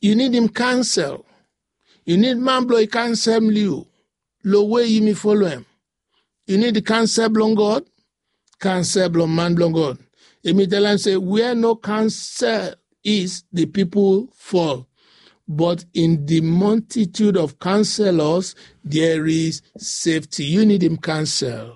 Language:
Bislama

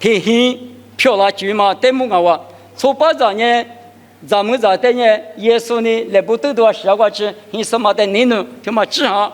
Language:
Lisu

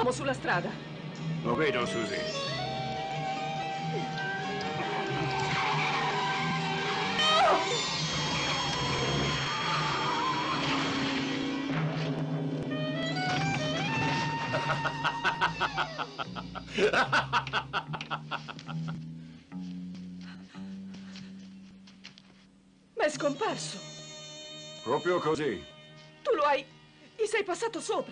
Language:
Italian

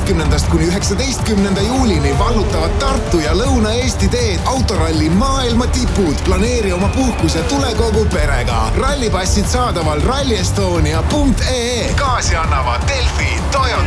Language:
Estonian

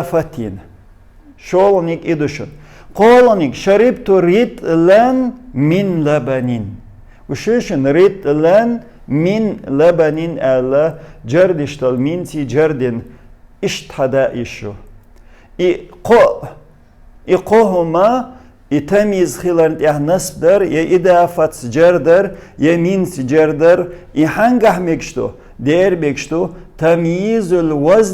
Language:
Chechen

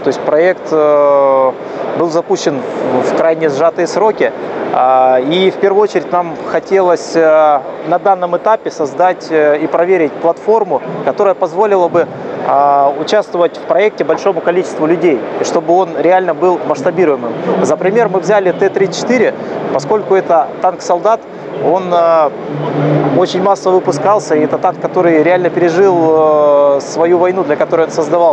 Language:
Russian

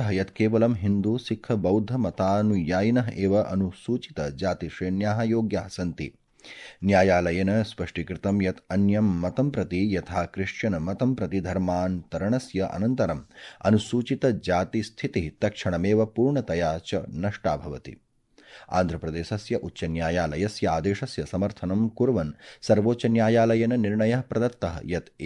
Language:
Sanskrit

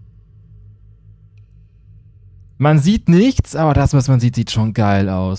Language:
German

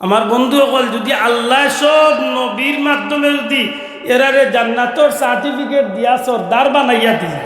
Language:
Sylheti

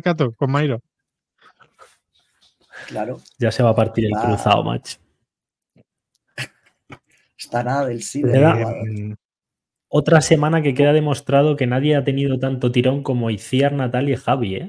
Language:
Spanish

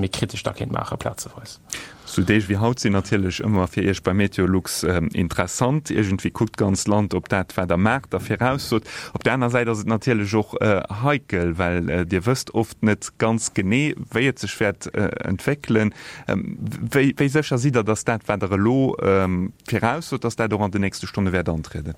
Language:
Luxembourgish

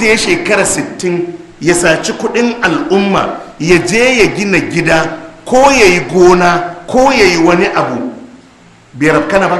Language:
Hausa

